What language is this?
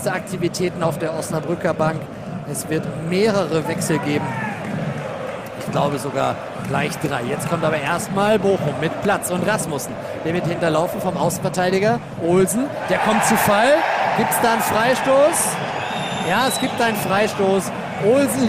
German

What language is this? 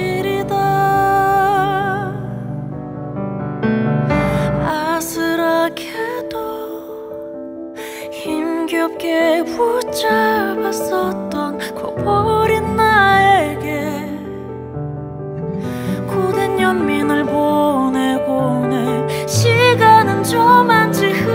Korean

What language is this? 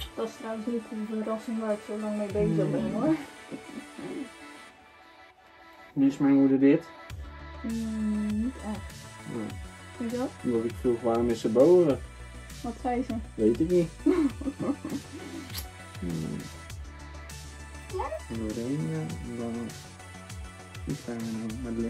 Dutch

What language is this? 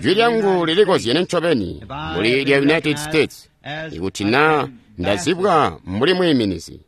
Tonga (Zambia)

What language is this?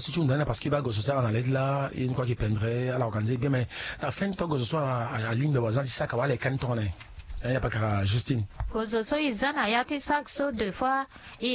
Sango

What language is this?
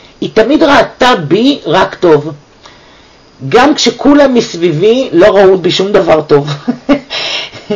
Hebrew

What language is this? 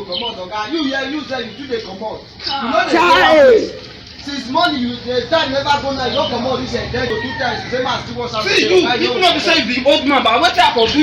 Nigerian Pidgin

